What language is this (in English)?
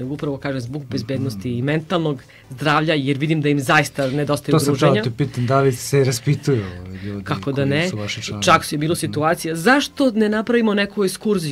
Serbian